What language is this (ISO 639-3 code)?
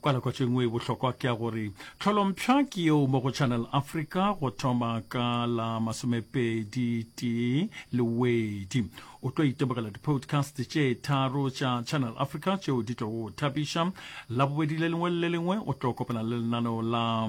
nso